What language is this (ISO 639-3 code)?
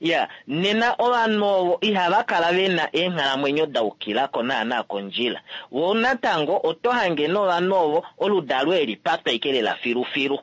kua